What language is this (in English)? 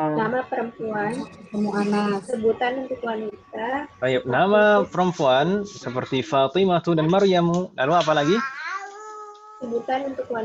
Indonesian